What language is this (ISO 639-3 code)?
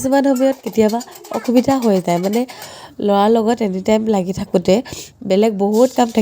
asm